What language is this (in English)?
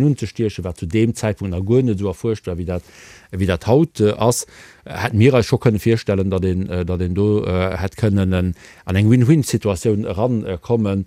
Luxembourgish